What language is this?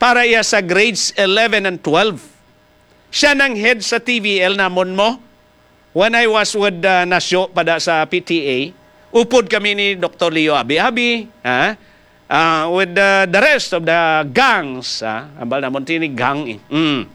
Hiligaynon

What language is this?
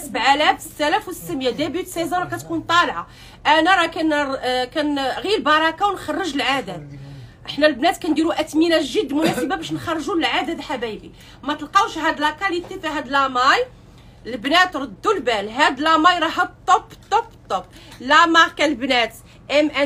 Moroccan Arabic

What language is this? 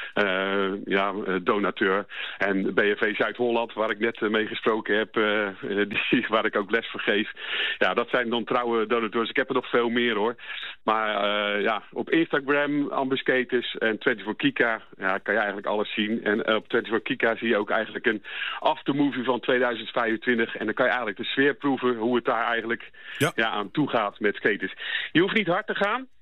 Dutch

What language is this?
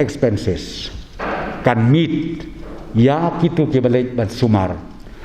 Khasi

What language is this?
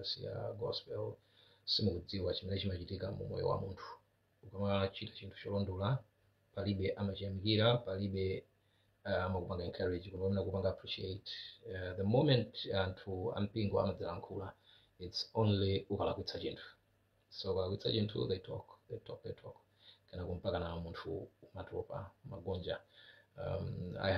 Nyanja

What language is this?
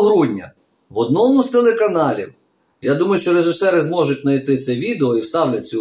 Ukrainian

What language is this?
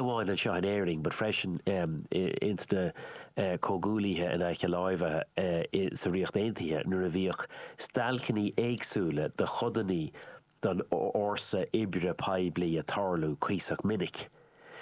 Irish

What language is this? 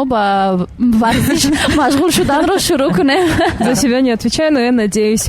Tajik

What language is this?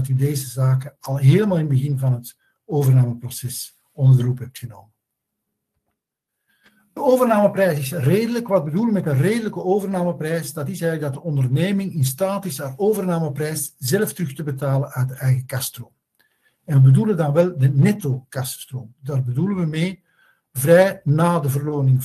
Dutch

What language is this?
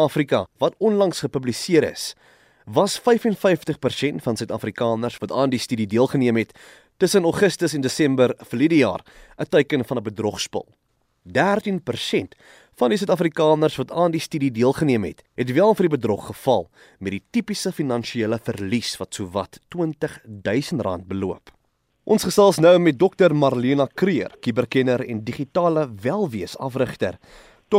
Afrikaans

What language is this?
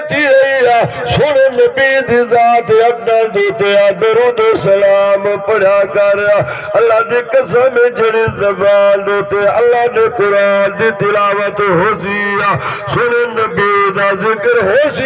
Saraiki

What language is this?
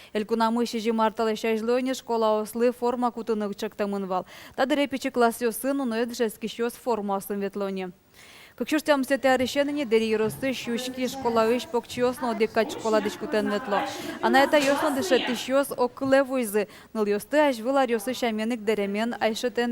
Udmurt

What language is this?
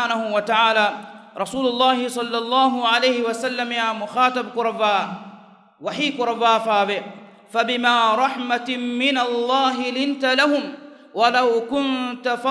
Divehi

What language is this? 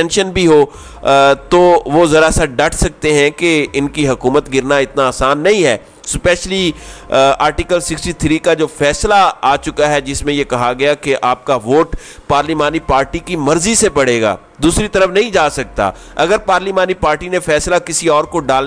Urdu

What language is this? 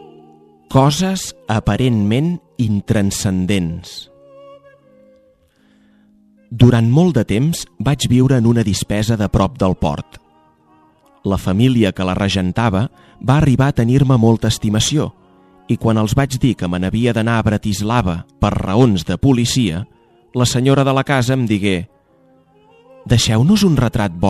Catalan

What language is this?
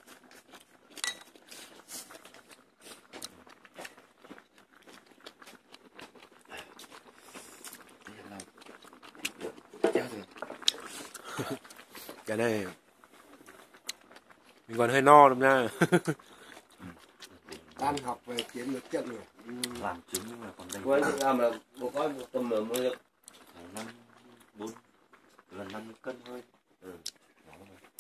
Vietnamese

